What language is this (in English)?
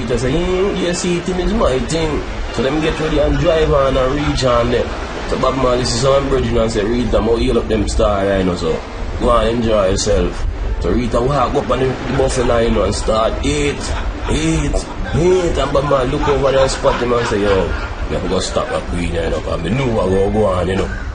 Jamaican Creole English